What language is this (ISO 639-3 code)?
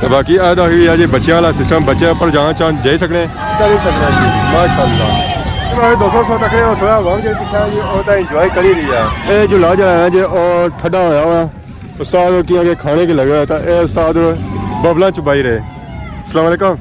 phr